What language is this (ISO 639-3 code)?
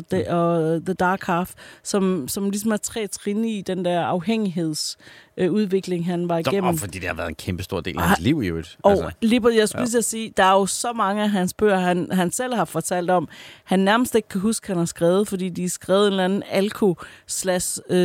dan